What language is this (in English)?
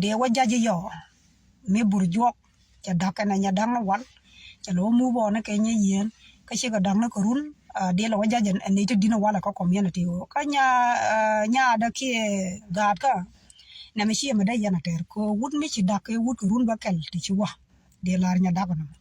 Nuer